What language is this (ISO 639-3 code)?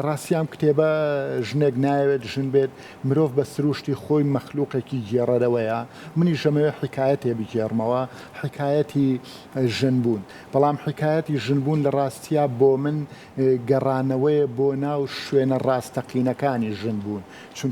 ckb